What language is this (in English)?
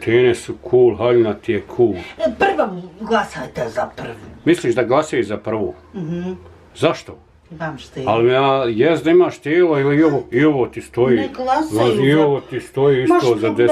Bosnian